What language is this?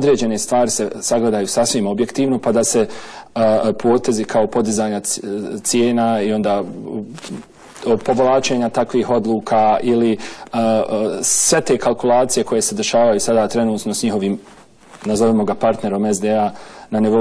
Bosnian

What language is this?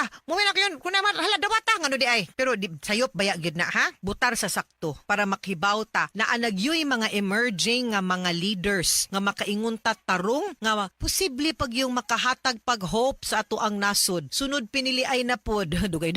Cebuano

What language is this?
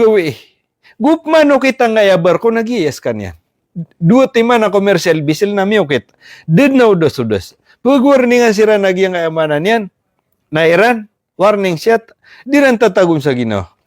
Maranao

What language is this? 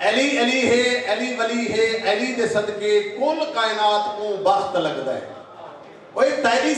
Saraiki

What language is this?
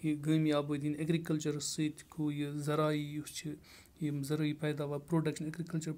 Kashmiri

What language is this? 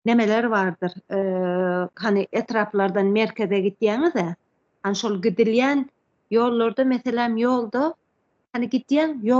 Turkmen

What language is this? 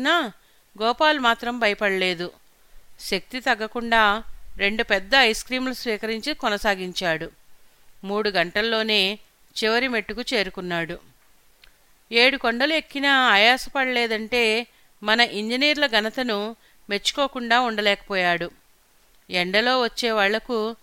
Telugu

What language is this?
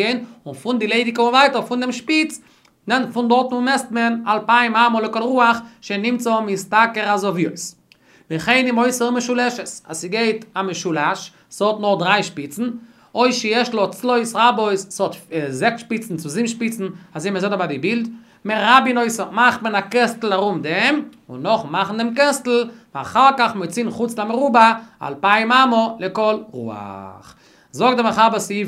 Yiddish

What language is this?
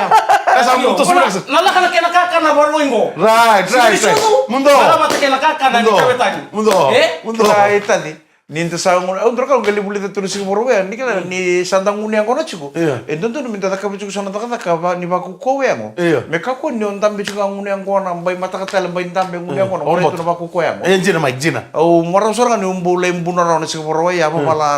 Fijian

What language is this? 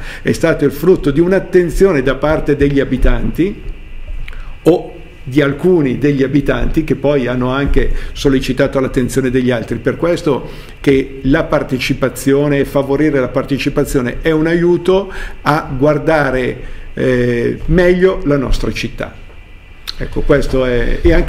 Italian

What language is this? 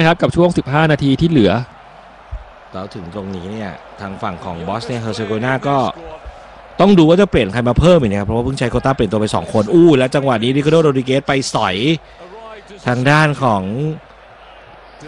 Thai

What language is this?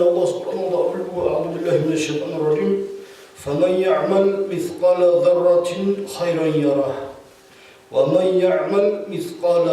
Avaric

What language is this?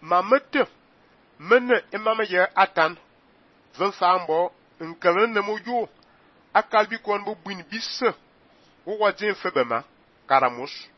Fang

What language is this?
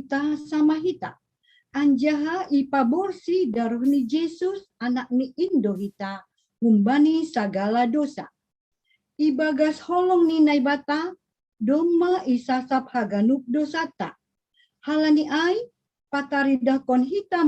Batak Simalungun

